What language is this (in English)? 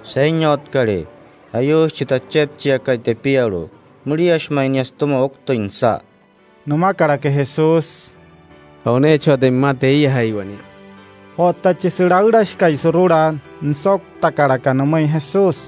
Wayuu